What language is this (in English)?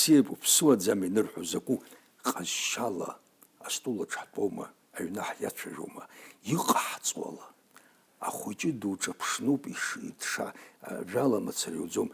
Abkhazian